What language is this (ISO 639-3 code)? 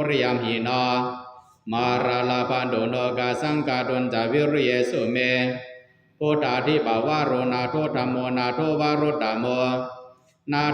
pli